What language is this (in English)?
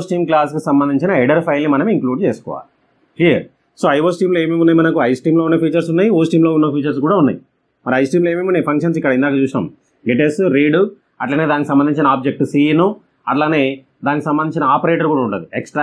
Telugu